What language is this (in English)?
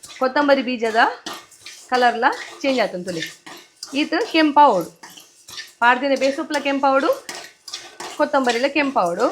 Tulu